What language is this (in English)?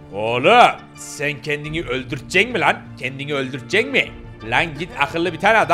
Turkish